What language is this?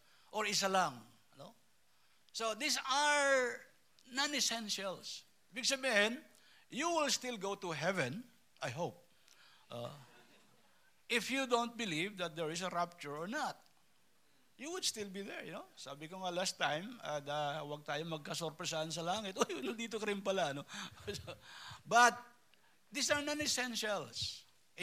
Filipino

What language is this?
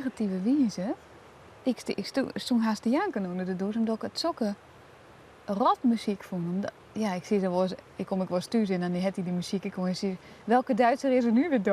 Western Frisian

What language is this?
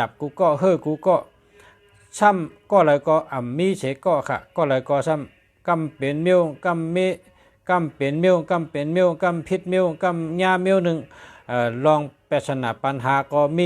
Shan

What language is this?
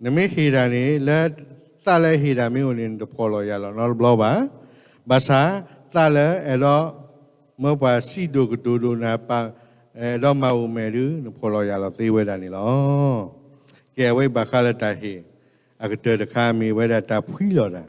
S'gaw Karen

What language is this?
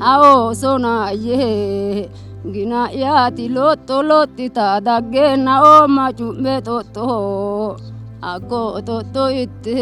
Sidamo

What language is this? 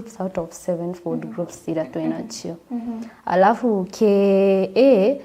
Meru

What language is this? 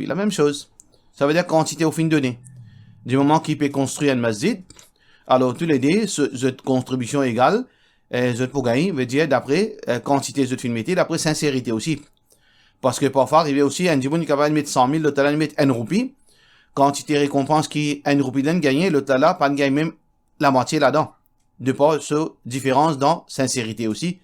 Morisyen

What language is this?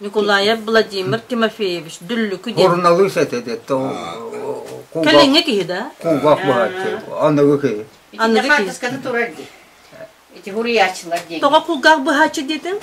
Yakut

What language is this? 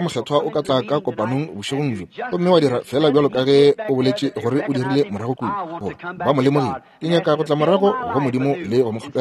Northern Sotho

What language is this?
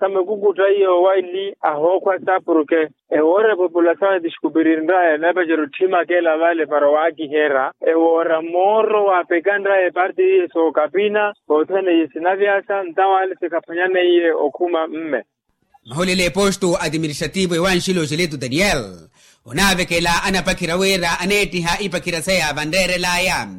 Makhuwa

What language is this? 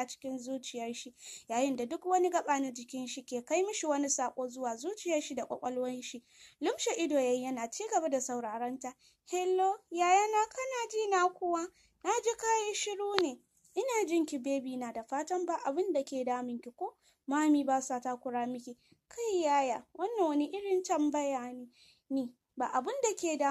Hausa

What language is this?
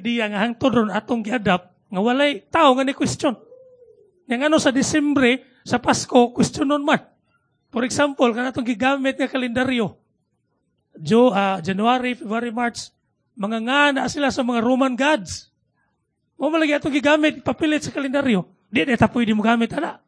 Cebuano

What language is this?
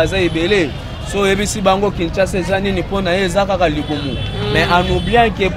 Lingala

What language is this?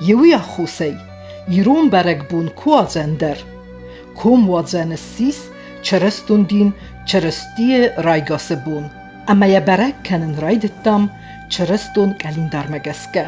Ossetic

